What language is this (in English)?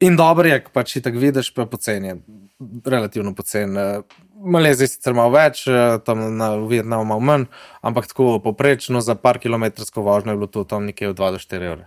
Slovenian